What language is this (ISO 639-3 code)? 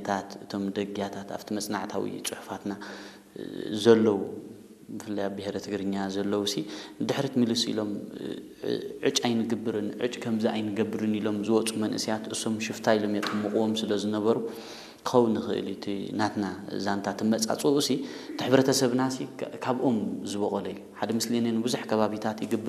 tir